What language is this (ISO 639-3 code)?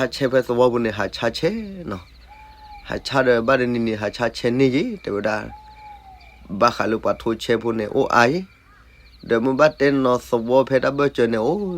ksw